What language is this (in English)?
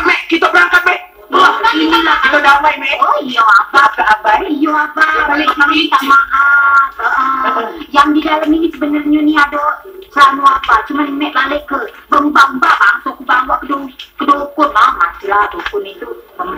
Musi